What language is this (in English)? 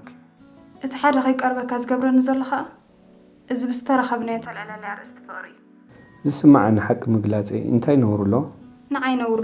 Tigrinya